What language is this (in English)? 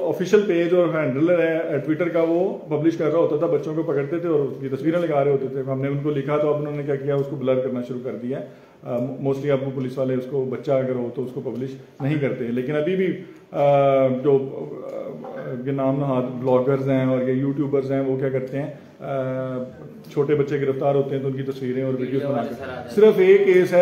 Hindi